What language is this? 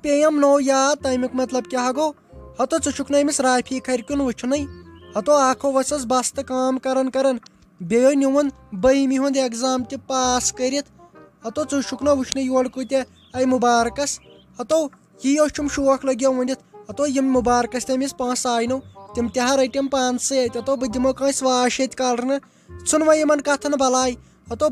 Kashmiri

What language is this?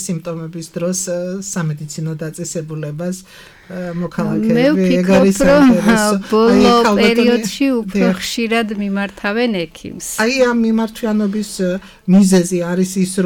Georgian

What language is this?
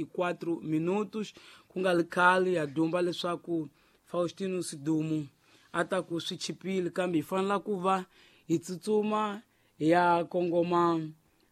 Tsonga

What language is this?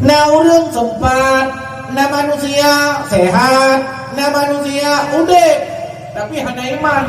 Achinese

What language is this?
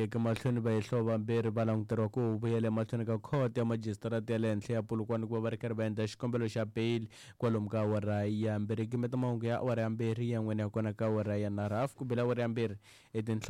Tsonga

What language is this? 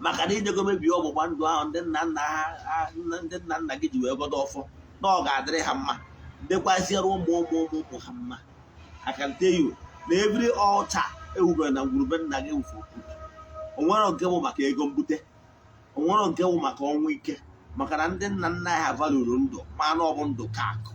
Igbo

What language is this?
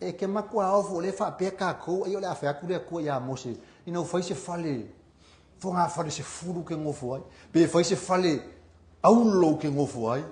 Samoan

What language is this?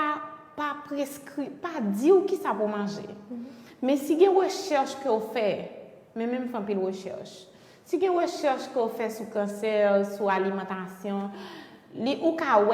Haitian Creole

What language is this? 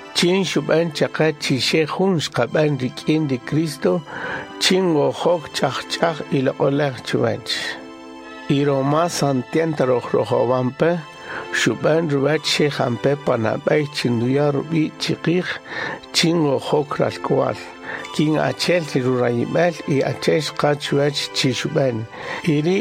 Kaqchikel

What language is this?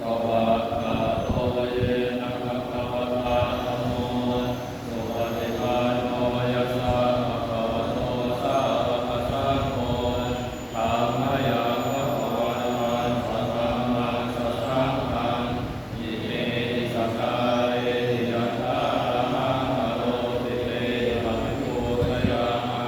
Pali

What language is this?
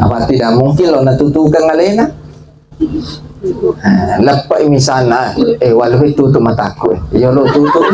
Buginese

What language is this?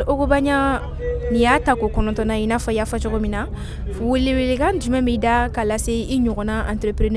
Bambara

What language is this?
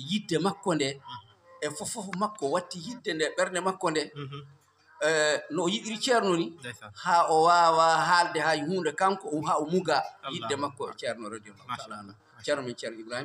Fula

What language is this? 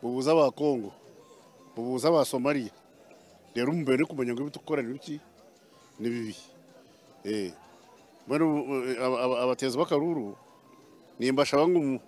Nyankole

